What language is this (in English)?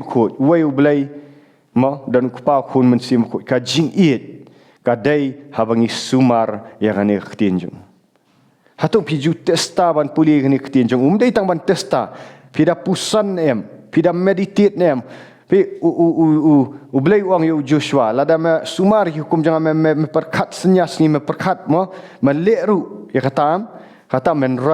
Khasi